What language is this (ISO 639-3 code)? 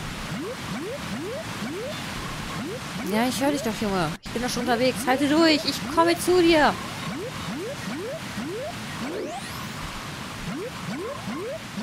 deu